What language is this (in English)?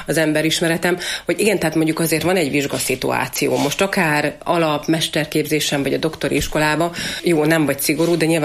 Hungarian